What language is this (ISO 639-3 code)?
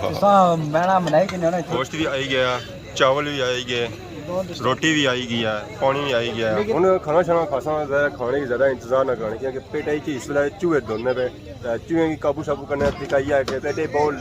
phr